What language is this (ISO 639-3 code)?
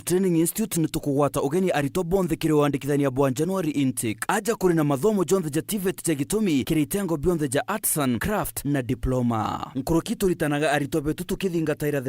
mer